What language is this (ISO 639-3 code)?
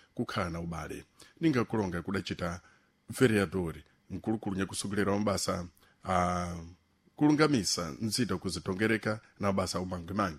seh